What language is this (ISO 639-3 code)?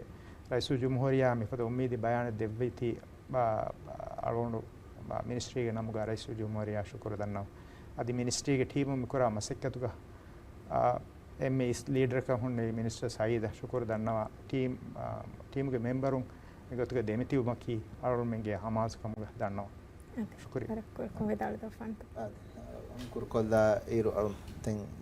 div